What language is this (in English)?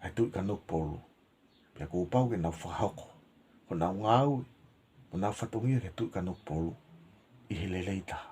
Tongan